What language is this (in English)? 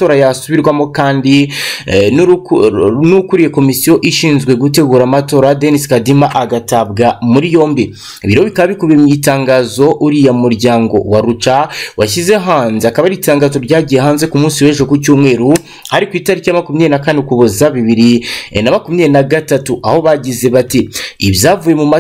Kinyarwanda